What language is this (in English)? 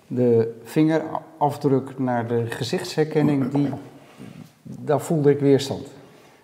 Dutch